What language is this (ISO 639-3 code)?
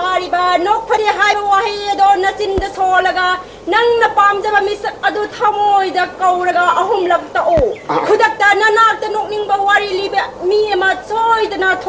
mni